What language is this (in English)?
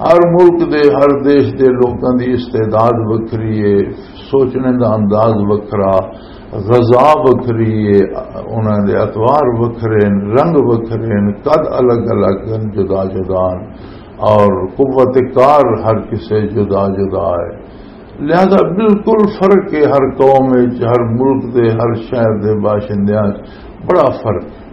Western Panjabi